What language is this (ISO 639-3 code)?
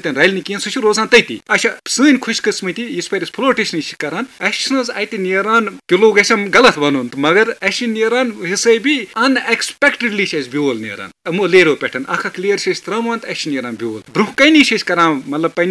kas